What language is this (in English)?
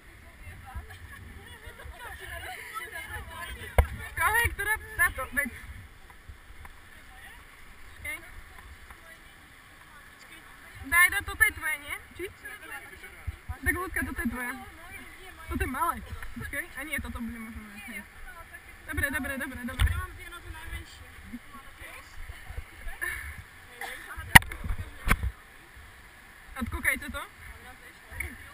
Slovak